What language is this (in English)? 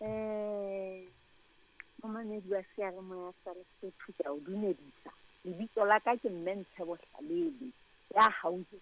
Southern Sotho